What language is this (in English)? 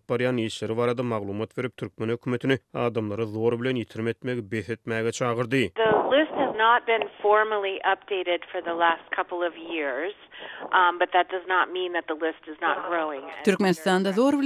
Turkmen